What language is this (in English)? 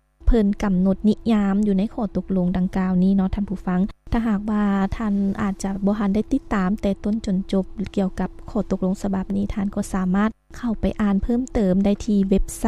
Lao